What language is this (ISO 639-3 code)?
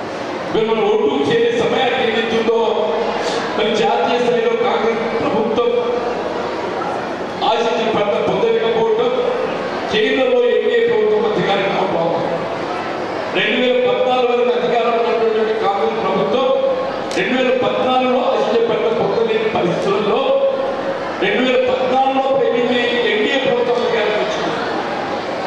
tel